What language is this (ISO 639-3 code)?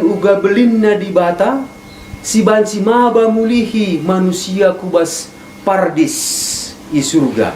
btx